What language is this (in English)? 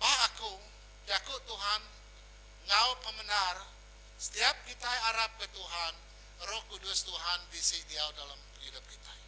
Iban